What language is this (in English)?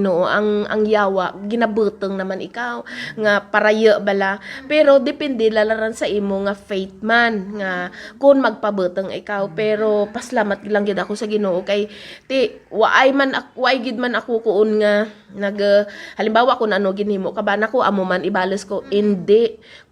Hiligaynon